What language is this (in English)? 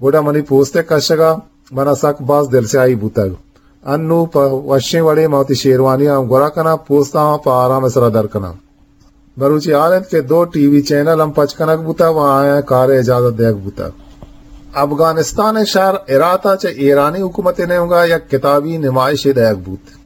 Eastern Balochi